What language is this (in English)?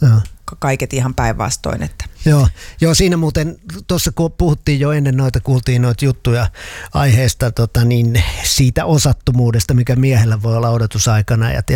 Finnish